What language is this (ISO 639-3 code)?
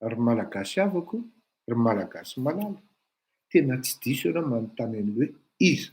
mlg